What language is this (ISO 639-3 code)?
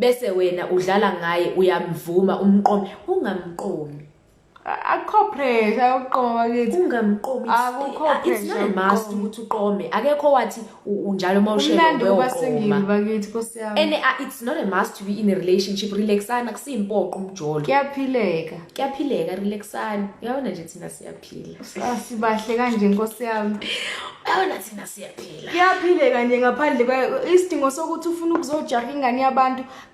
zul